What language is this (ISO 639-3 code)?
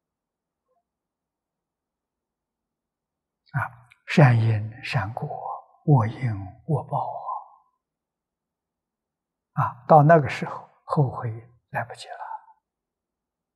zho